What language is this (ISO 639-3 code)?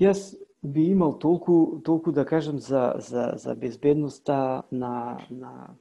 mkd